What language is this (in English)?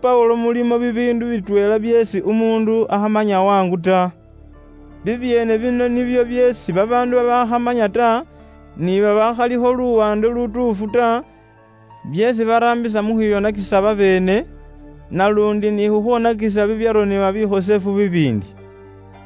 Luyia